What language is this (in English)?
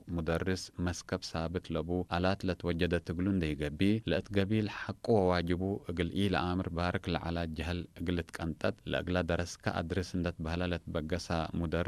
Tigre